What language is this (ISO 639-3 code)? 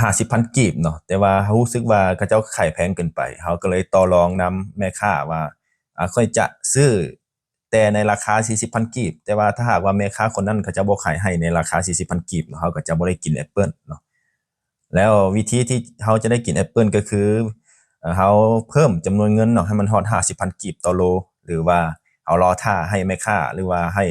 lao